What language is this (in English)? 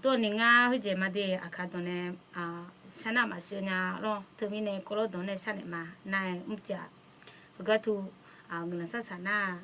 Akha